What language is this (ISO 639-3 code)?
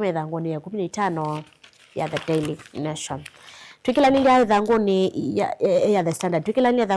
kam